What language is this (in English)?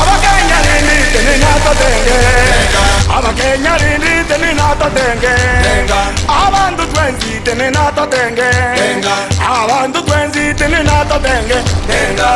Gusii